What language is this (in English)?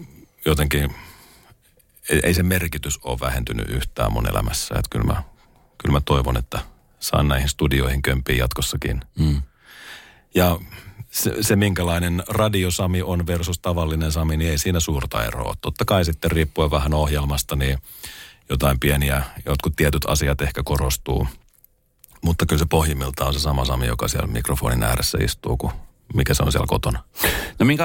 Finnish